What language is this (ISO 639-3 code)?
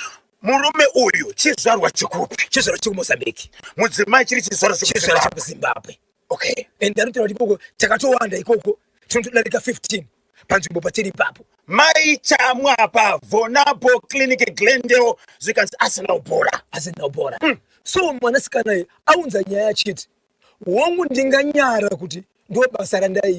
sna